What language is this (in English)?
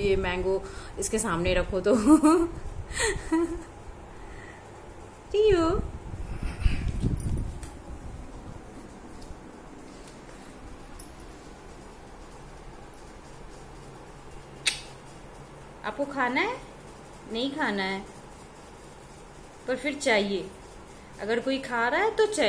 Hindi